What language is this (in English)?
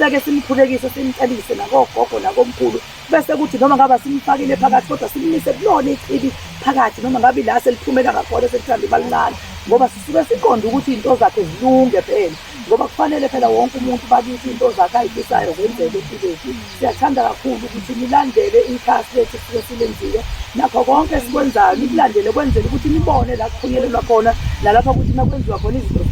Zulu